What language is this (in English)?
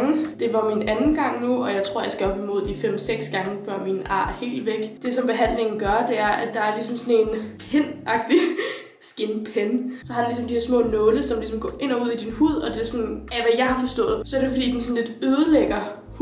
Danish